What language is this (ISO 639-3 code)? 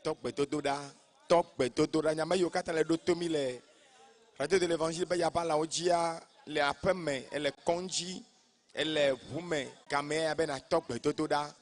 ewe